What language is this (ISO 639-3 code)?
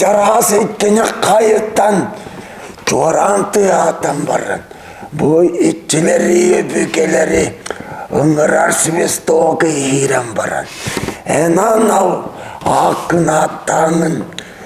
sah